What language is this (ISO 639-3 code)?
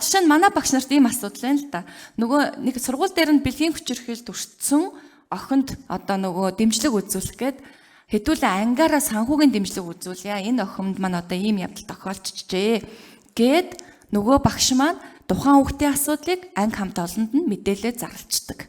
mon